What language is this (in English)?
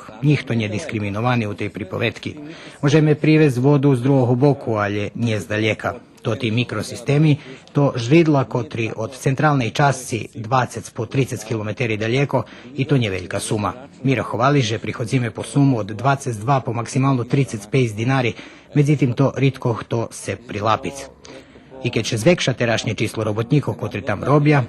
Rusyn